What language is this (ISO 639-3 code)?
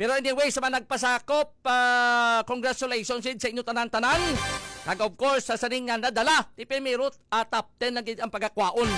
hil